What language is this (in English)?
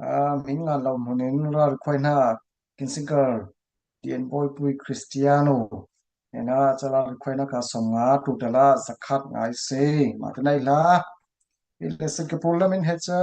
Falam Chin